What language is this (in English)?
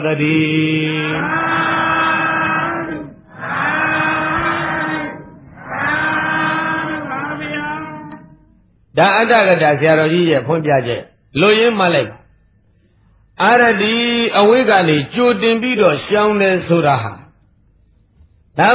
Burmese